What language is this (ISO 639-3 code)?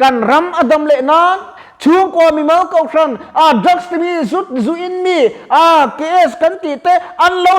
lus